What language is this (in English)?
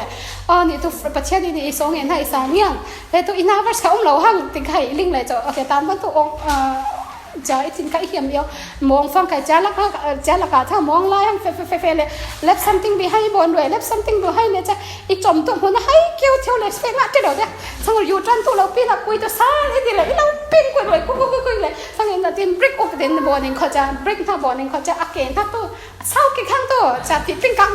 Falam Chin